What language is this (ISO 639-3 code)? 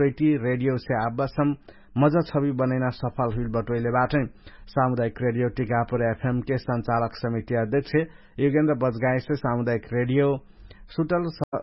thl